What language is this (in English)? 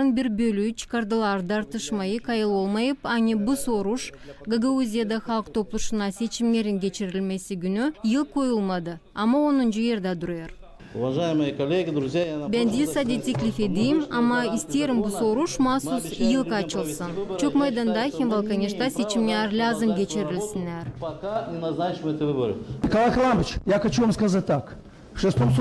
Gagauz